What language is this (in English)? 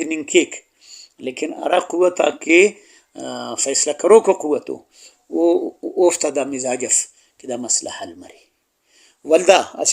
Brahui